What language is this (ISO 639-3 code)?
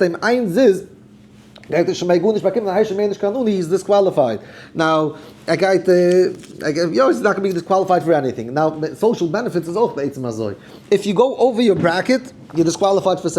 yid